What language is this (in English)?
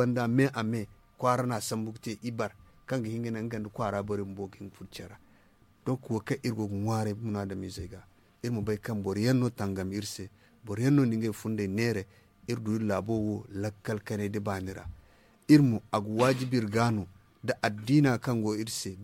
Zarma